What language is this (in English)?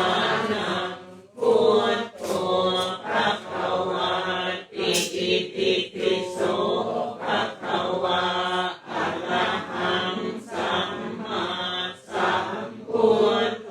Pali